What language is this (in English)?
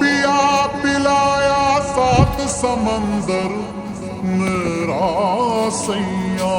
Konkani